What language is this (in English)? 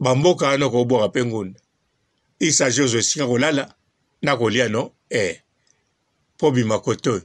Lingala